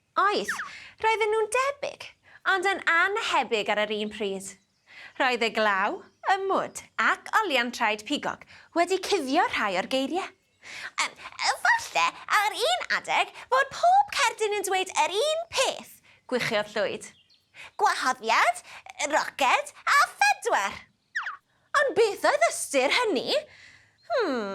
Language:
Welsh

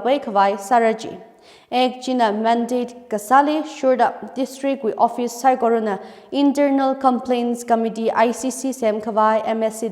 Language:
Tangkhul Naga (India)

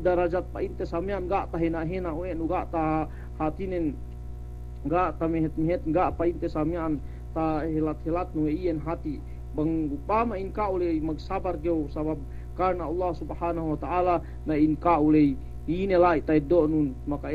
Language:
Yakan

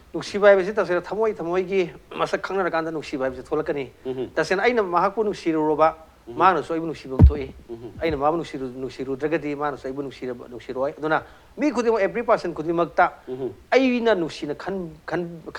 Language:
Manipuri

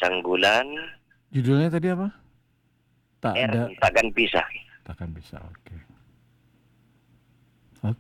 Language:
Indonesian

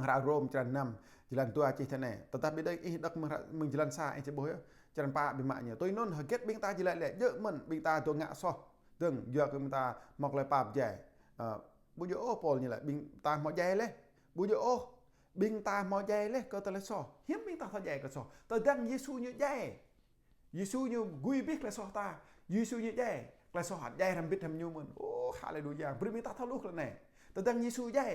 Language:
Jarai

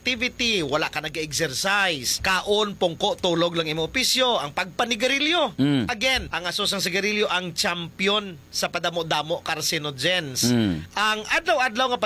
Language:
Hiligaynon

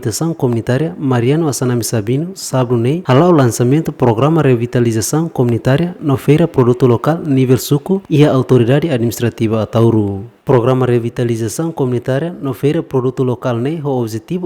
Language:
Tetum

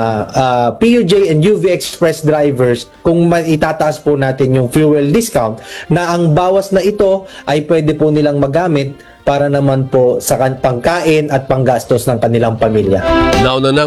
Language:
Filipino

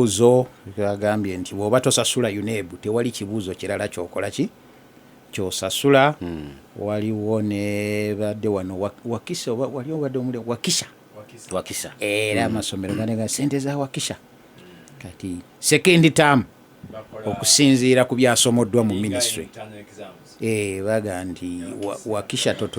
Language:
Ganda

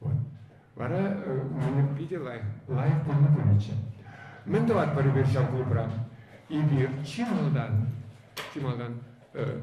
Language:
Chuvash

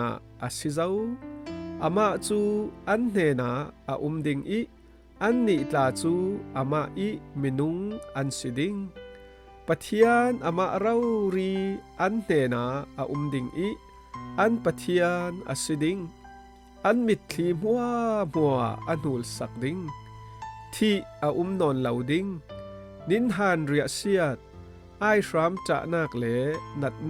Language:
Falam Chin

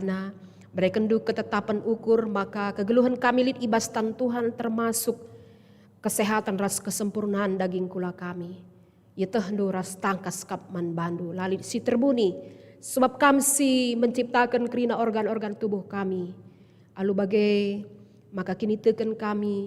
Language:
Batak Karo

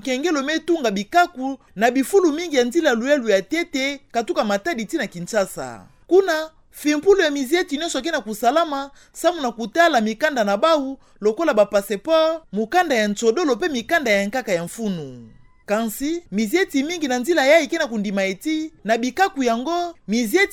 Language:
Kituba (Democratic Republic of Congo)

